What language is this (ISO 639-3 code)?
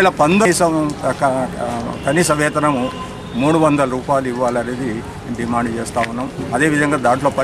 tel